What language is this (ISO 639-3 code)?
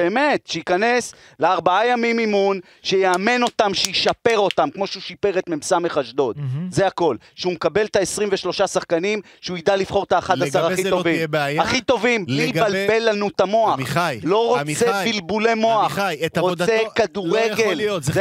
heb